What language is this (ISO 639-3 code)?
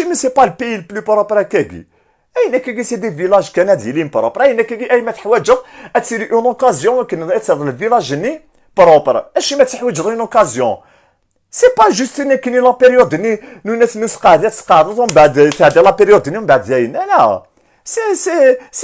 kab